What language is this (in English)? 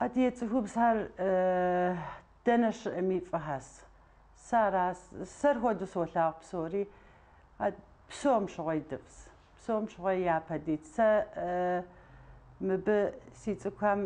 Kabardian